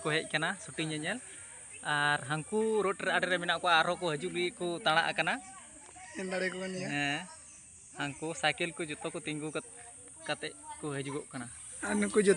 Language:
Santali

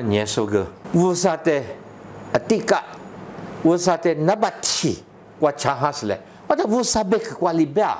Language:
Lisu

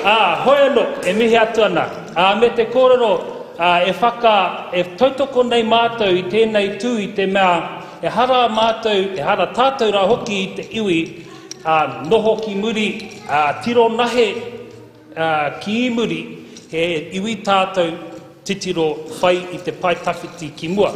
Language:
Māori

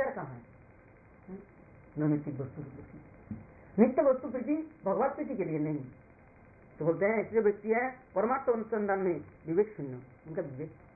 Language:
Hindi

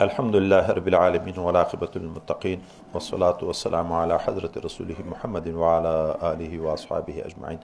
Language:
Pashto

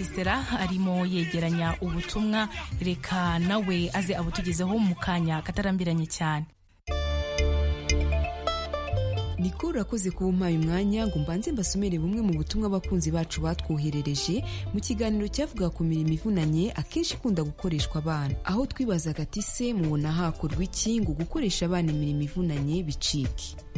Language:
Kinyarwanda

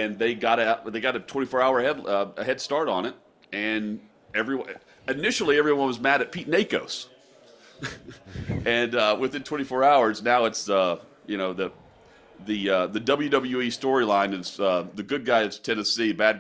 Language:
English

